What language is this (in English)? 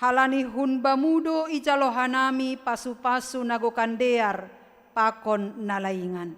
Batak Simalungun